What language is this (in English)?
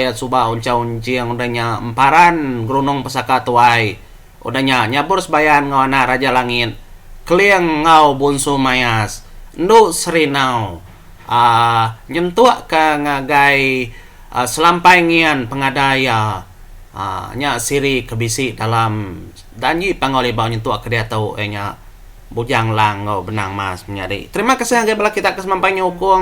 Iban